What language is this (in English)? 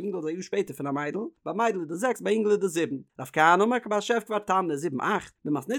Yiddish